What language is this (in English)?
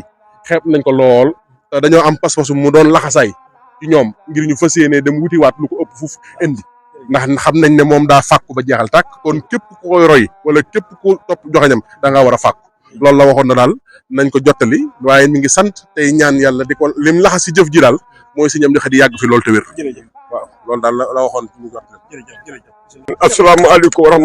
Wolof